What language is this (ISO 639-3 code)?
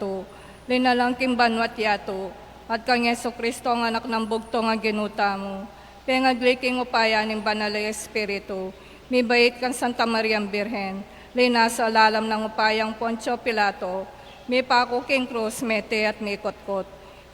pam